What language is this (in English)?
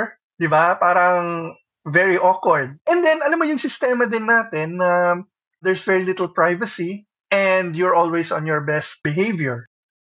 Filipino